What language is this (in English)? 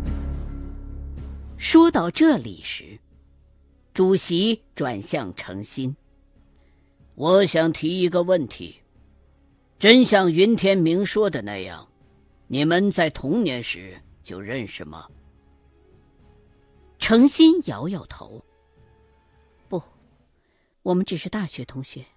Chinese